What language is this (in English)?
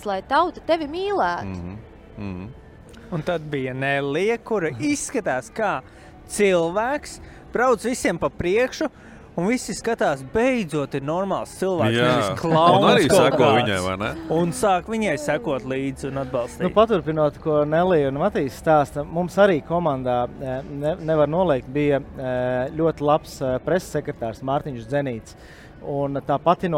Latvian